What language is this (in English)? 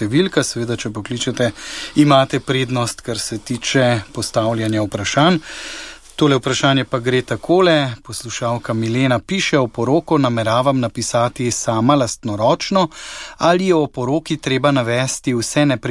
Slovenian